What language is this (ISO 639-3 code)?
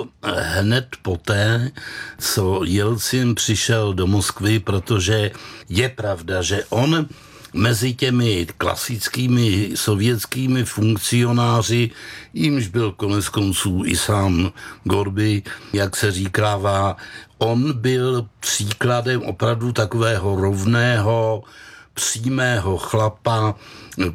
ces